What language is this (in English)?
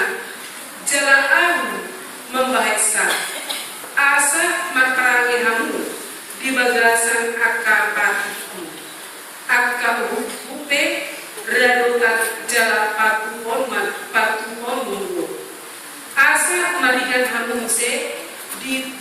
Batak Toba